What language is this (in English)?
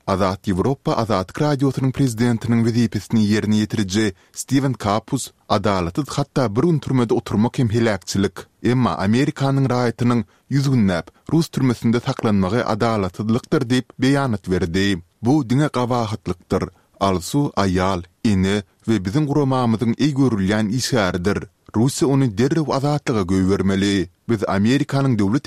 Turkmen